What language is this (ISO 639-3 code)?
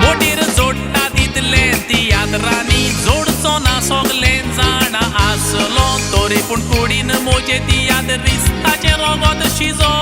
kok